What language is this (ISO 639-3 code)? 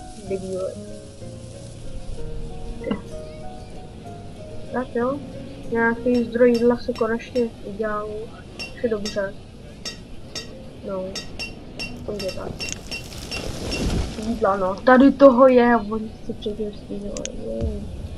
ces